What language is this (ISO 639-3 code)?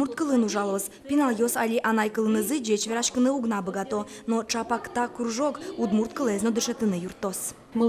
udm